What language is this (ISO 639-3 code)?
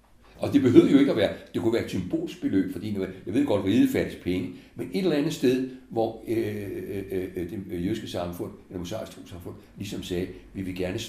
dan